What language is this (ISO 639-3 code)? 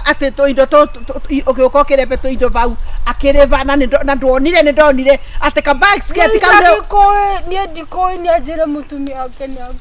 kik